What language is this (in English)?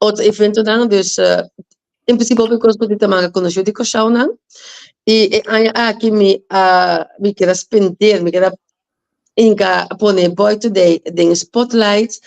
Papiamento